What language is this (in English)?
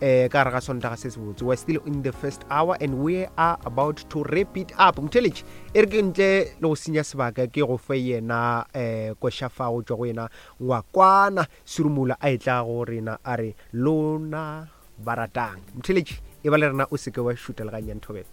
Northern Sotho